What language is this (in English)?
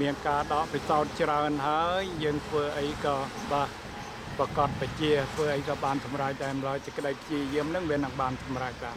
Khmer